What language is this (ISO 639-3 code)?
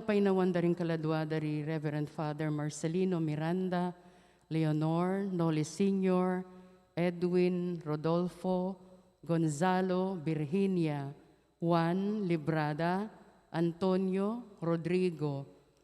pam